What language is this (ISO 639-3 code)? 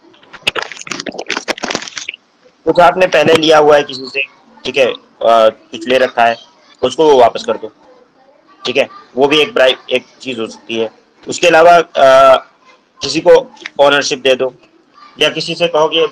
hin